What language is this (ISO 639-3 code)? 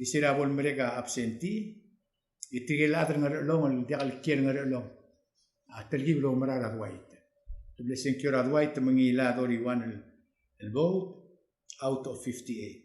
pau